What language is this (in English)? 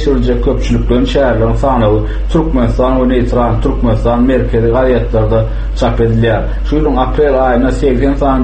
Turkmen